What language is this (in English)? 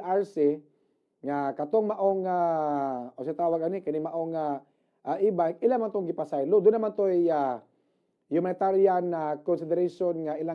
Cebuano